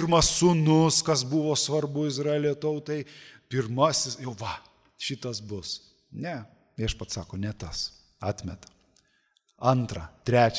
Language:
Lithuanian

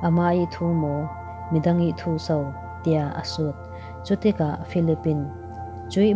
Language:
Falam Chin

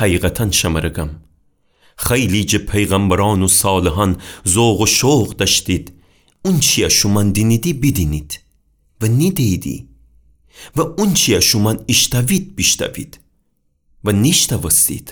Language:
Gilaki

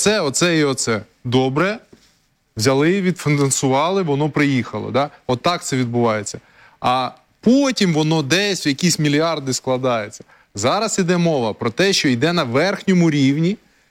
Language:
Ukrainian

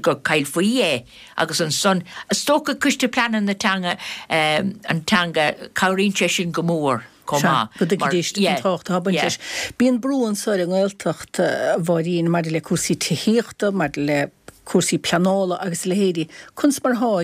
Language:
Irish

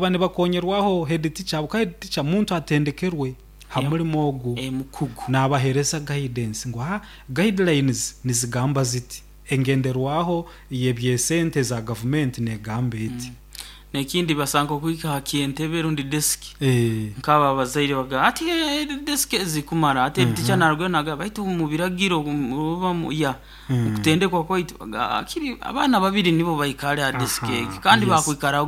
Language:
Nyoro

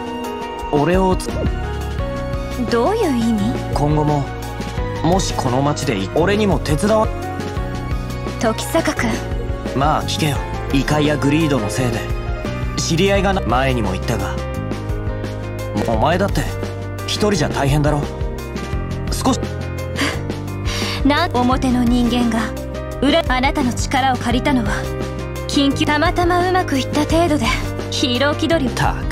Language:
Japanese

